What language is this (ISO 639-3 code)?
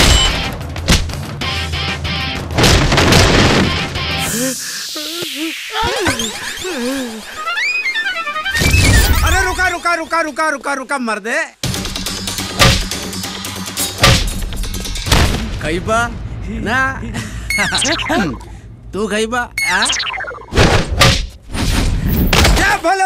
bho